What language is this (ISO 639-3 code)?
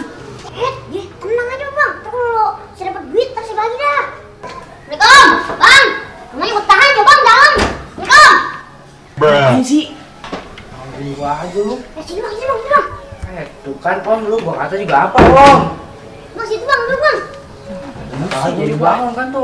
bew